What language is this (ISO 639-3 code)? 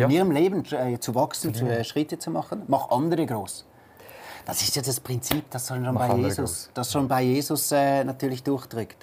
gsw